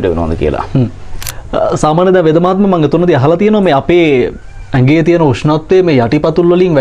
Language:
Sinhala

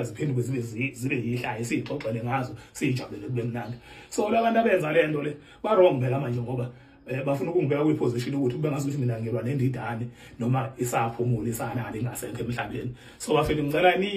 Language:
Zulu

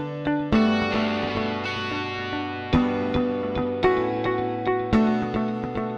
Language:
Polish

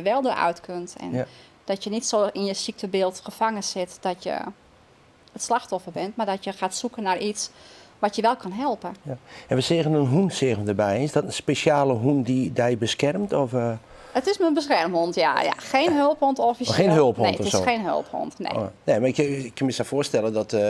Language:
Western Frisian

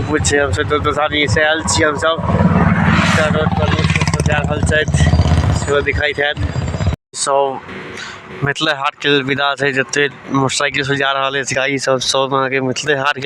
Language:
Maithili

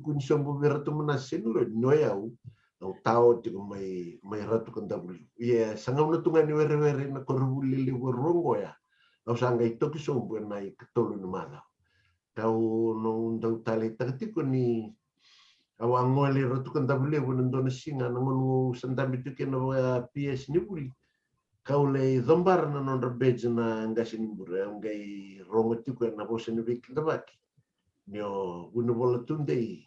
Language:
Fijian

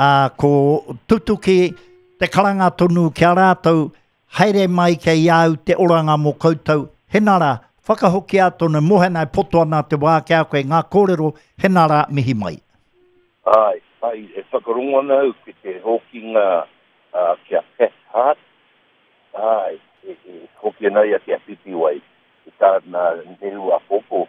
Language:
Māori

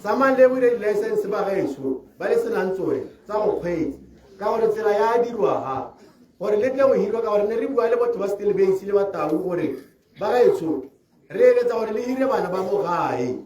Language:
Tswana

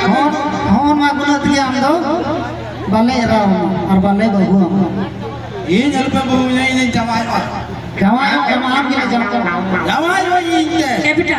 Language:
Santali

